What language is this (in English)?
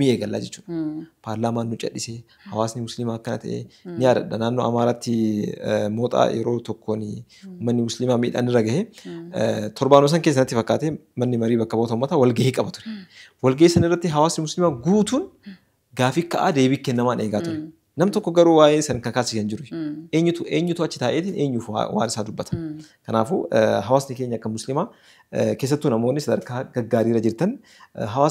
Oromo